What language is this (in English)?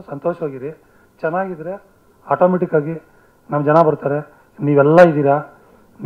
Kannada